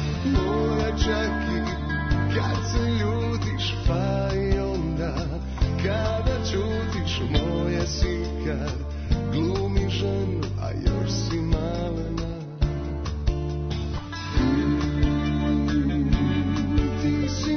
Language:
Serbian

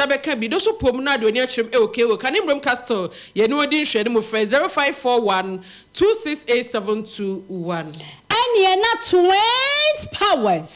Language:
Akan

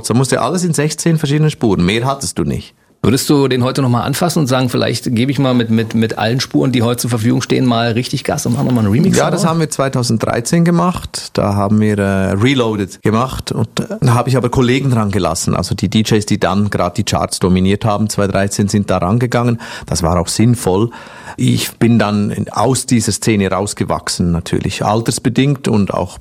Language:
German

